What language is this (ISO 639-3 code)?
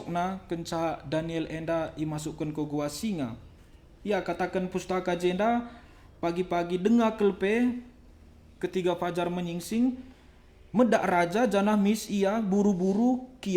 btx